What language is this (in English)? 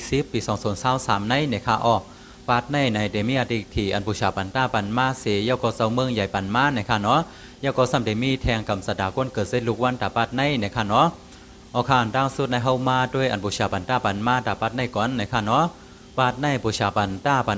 Shan